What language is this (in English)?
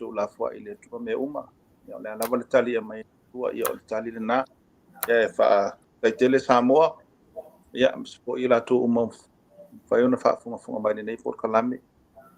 Samoan